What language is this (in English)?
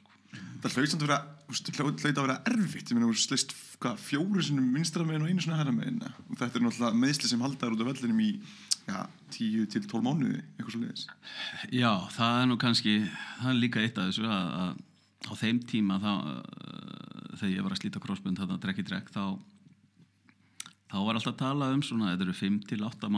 Icelandic